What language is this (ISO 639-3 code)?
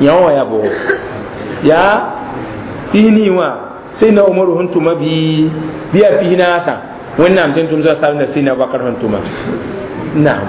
mos